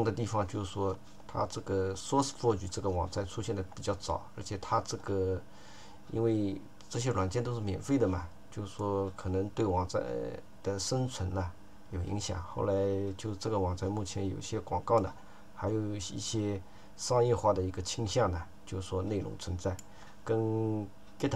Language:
Chinese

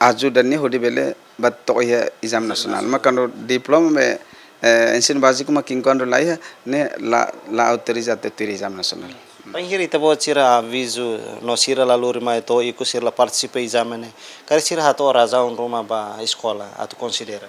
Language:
Tetum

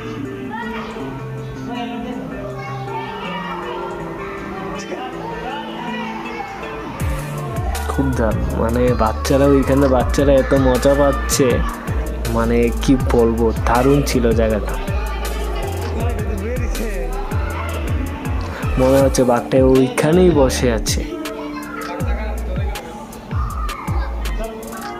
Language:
Bangla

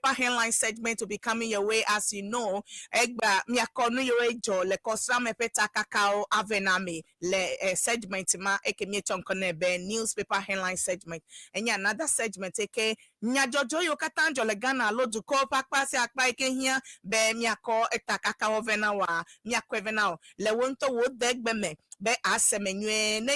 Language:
Ewe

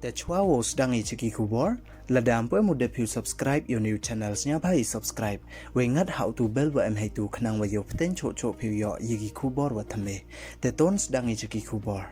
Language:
Pnar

